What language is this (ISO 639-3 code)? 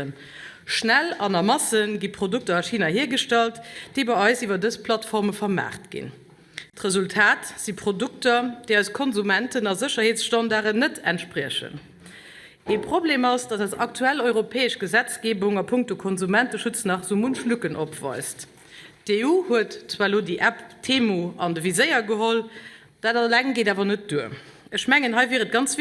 ltz